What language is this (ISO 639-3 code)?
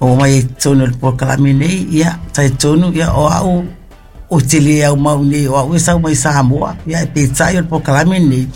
smo